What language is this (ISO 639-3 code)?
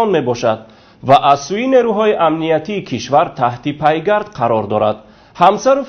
tgk